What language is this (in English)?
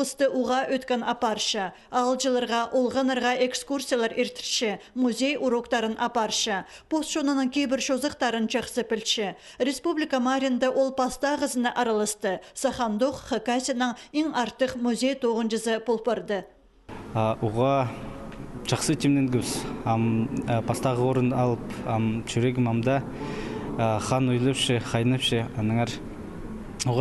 Khakas